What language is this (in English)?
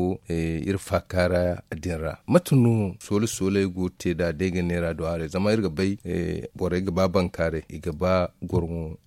Zarma